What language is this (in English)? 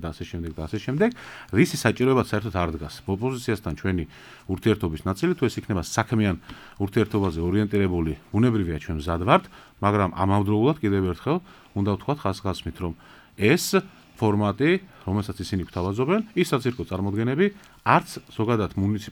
Georgian